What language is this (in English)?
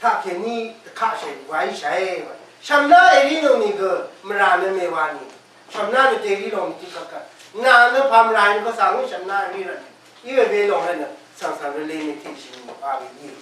Rawang